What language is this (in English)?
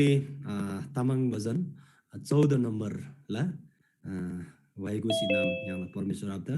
Eastern Tamang